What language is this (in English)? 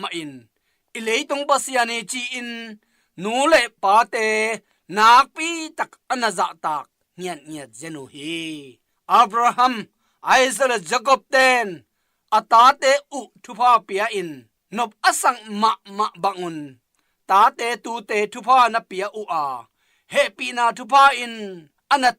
Tedim Chin